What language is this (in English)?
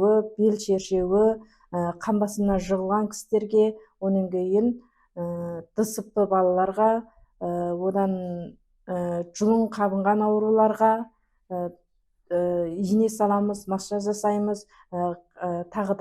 Kazakh